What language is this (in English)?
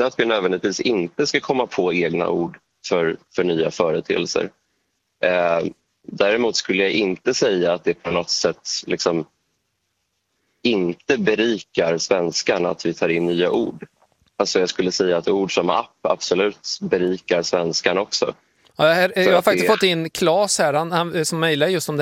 Swedish